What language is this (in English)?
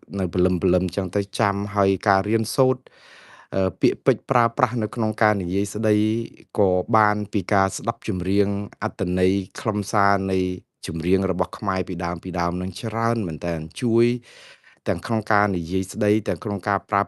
Khmer